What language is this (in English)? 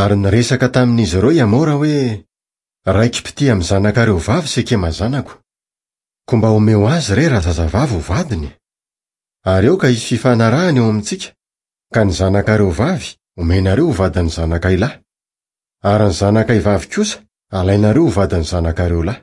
Malagasy